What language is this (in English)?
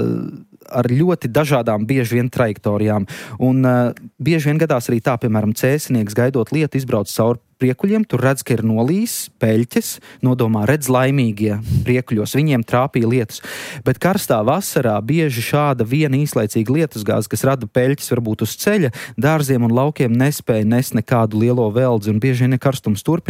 Latvian